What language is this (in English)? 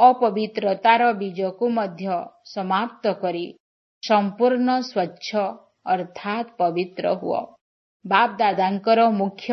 Odia